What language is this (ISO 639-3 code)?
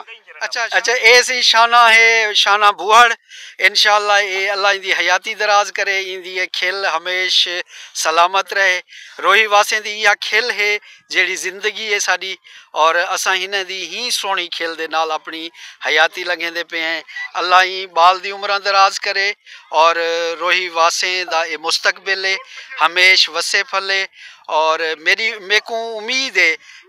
skr